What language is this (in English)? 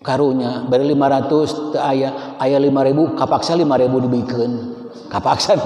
Sundanese